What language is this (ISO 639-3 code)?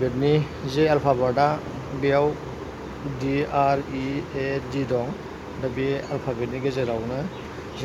brx